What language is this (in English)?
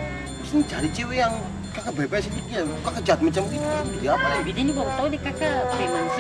Ambonese Malay